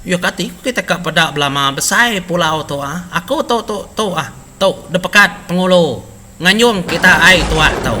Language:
Iban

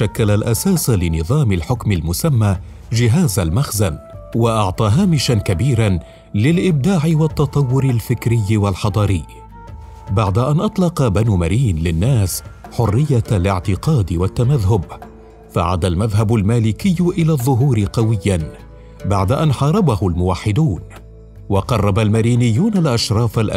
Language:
Arabic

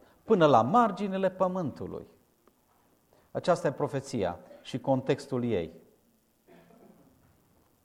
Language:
Romanian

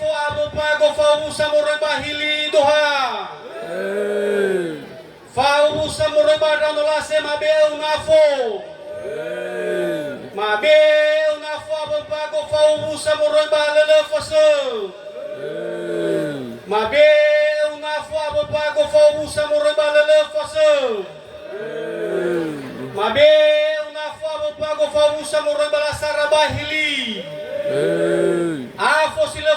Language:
Nias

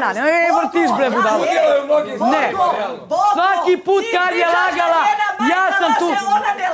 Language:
Serbian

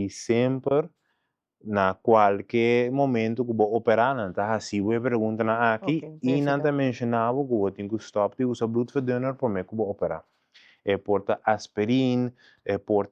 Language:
Papiamento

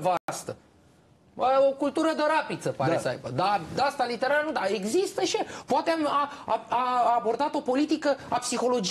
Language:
Romanian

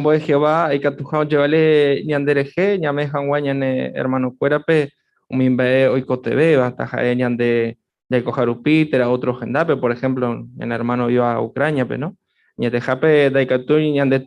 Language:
Guarani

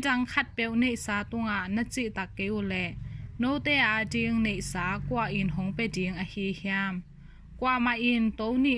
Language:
Tedim Chin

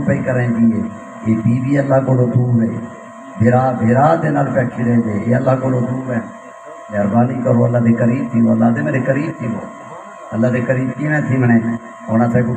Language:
Saraiki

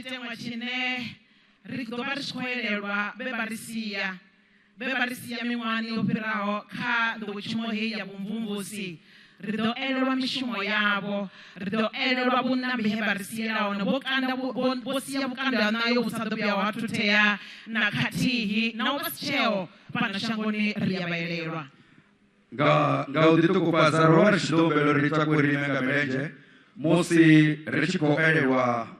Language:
Venda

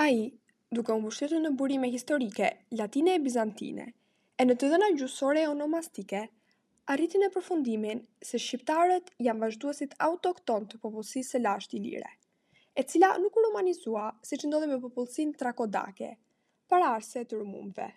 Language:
Albanian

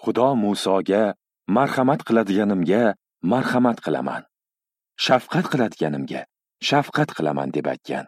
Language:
Uzbek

